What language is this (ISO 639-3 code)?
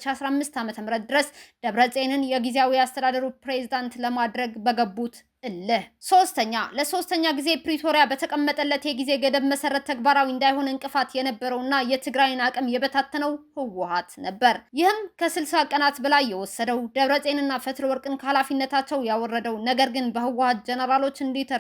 amh